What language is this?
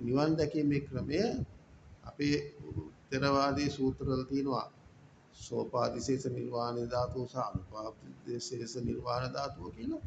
Sinhala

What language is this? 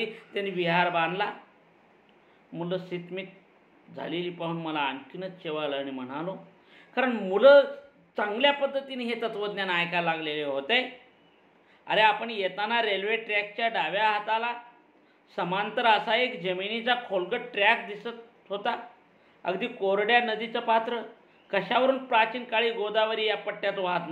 Marathi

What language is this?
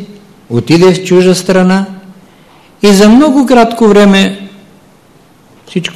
Bulgarian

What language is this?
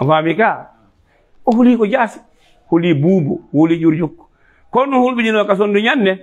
Fula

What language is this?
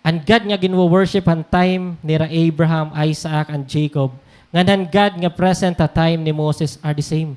Waray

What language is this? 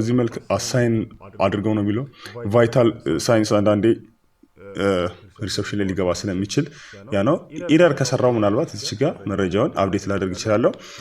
Amharic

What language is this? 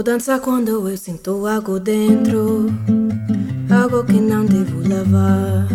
Galician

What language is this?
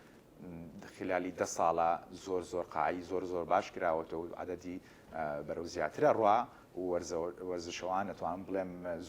Central Kurdish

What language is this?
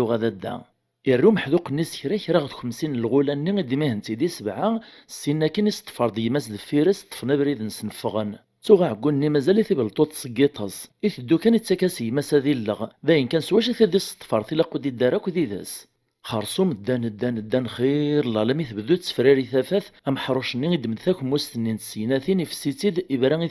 Kabyle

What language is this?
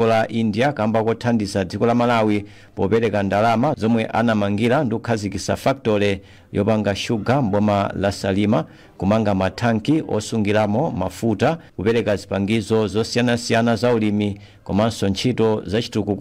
Nyanja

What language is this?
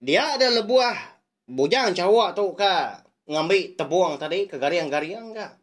Iban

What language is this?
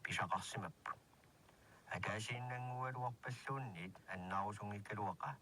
Kalaallisut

